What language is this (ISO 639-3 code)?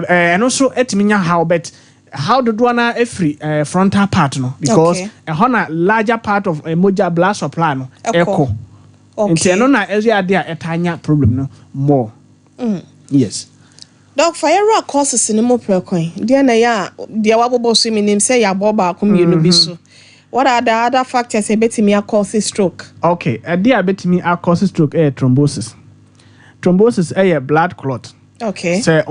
aka